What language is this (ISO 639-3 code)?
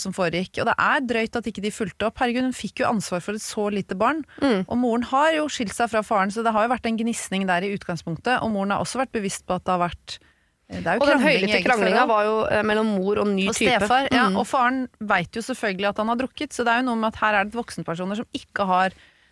nor